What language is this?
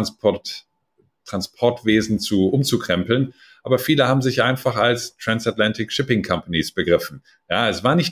German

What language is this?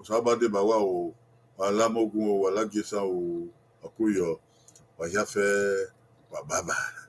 Bini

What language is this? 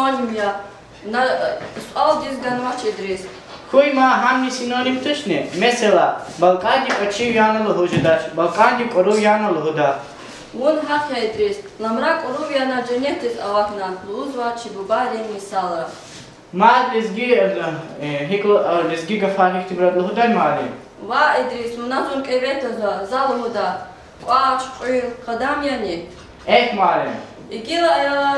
Lezghian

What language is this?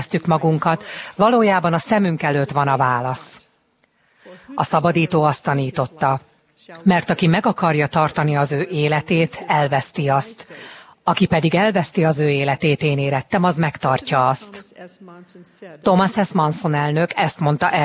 Hungarian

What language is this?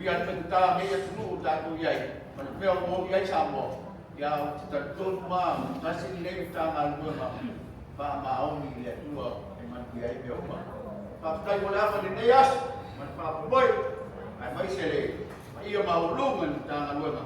Samoan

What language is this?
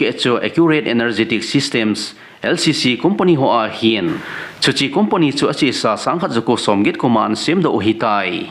Thado Chin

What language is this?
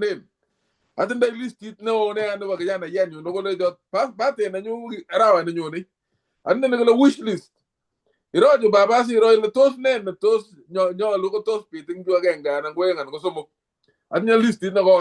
Kalenjin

